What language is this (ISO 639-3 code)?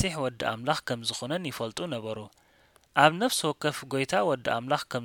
tir